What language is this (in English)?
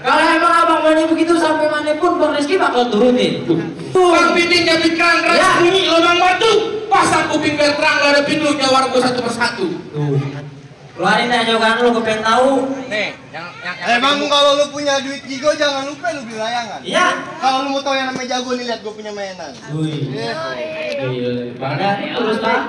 Betawi